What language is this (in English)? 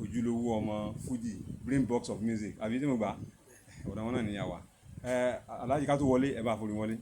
Yoruba